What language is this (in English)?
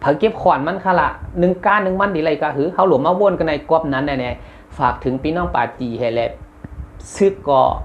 Shan